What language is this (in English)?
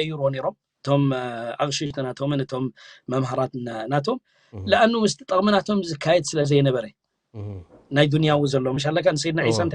Tigrinya